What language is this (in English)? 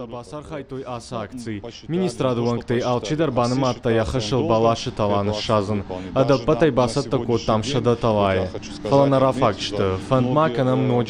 Ossetic